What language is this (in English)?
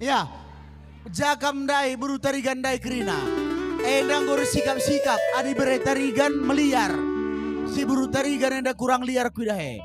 Batak Karo